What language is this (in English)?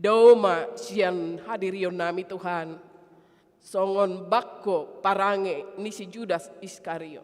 Batak Toba